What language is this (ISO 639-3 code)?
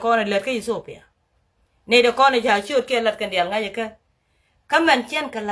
nus